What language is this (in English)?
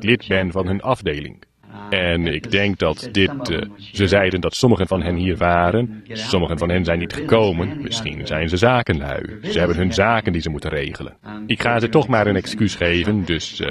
Dutch